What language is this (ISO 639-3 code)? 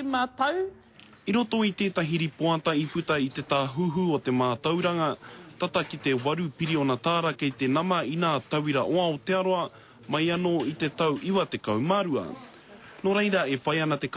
mri